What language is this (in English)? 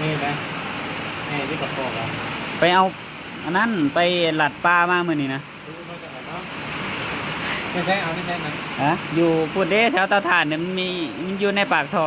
Northeastern Thai